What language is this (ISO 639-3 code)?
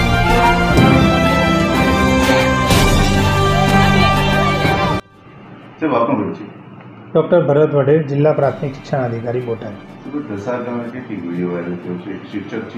guj